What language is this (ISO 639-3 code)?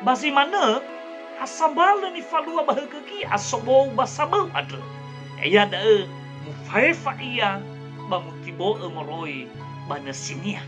nia